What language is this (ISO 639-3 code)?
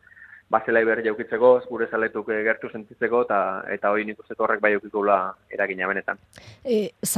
eus